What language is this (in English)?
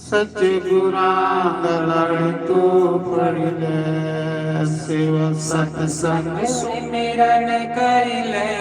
Dogri